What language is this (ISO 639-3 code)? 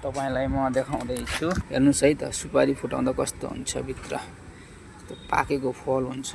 nep